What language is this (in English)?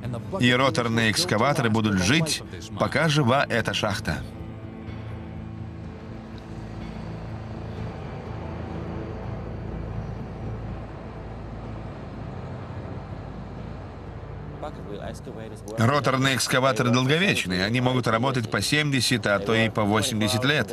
Russian